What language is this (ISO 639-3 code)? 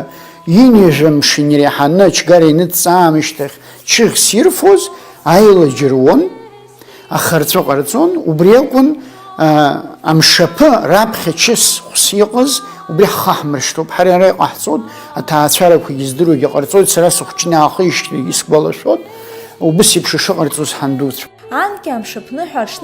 abk